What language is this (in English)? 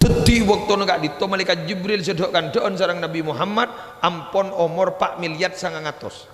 Madurese